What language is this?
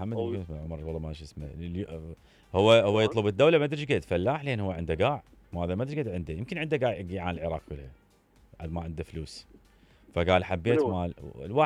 Mesopotamian Arabic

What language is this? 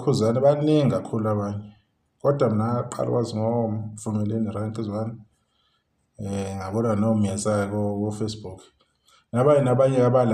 Zulu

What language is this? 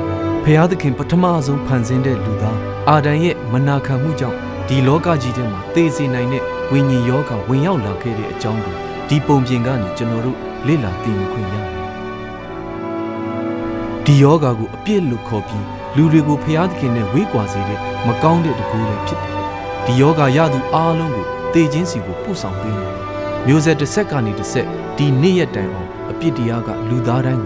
Burmese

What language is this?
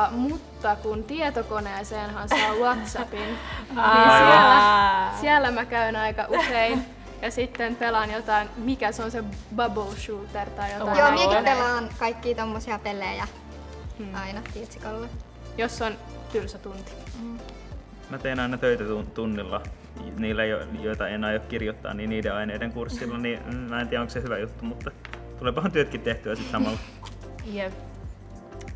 Finnish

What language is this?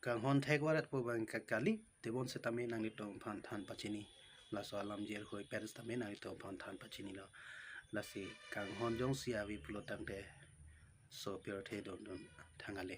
Karbi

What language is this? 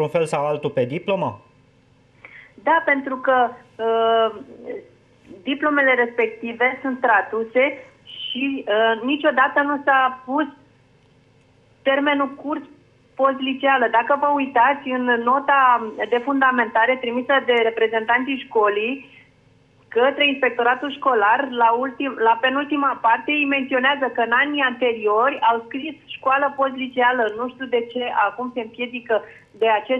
Romanian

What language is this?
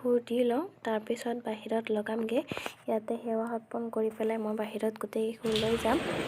Assamese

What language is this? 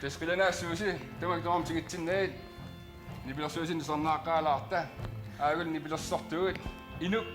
Kalaallisut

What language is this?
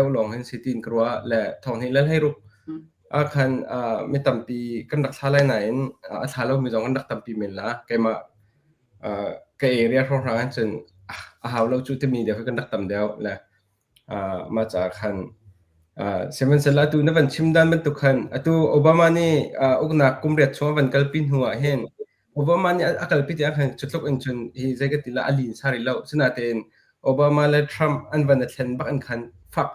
Hakha Chin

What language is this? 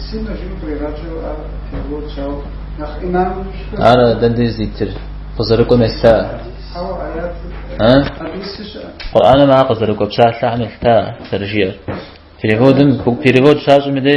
Kabardian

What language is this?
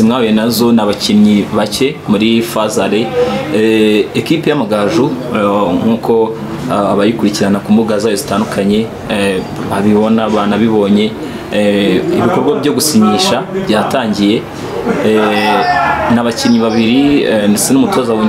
Kinyarwanda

